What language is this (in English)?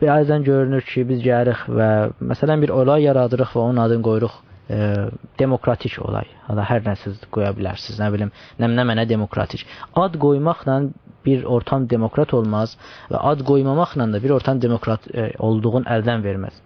South Azerbaijani